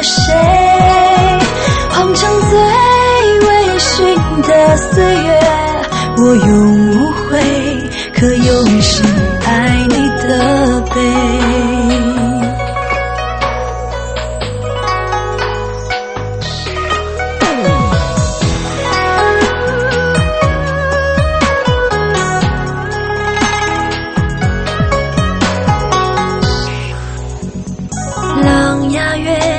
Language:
Chinese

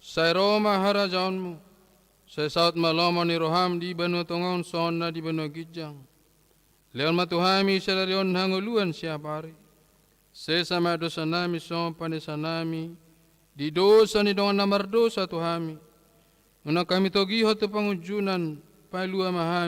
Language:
Batak Toba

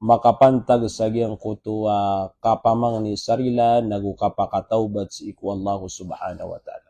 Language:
Maranao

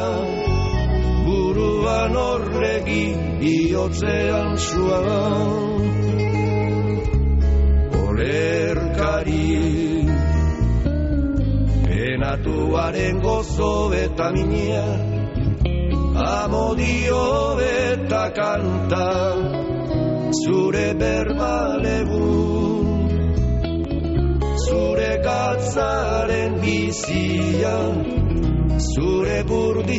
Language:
Basque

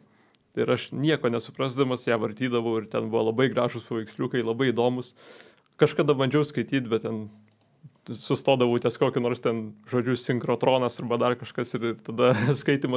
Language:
Lithuanian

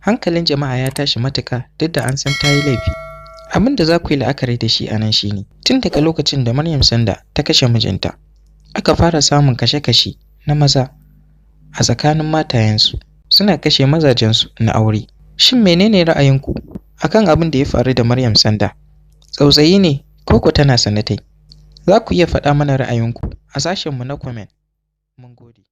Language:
Hausa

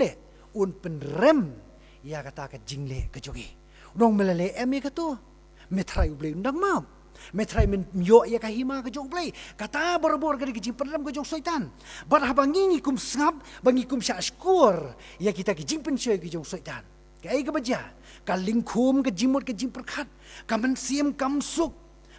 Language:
Khasi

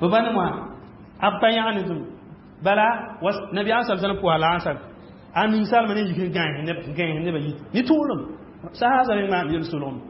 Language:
Mossi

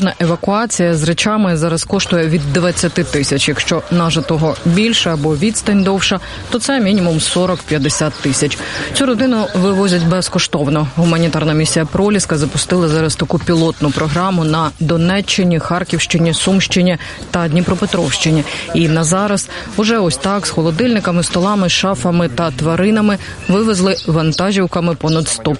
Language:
Ukrainian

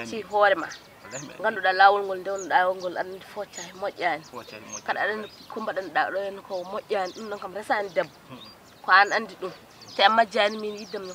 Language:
Fula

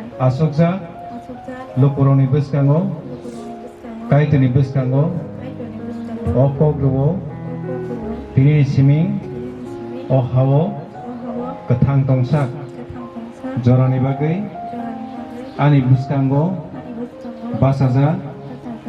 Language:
Kok Borok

